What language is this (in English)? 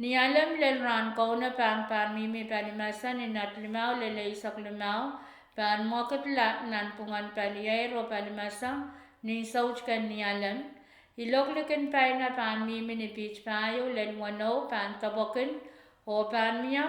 Pohnpeian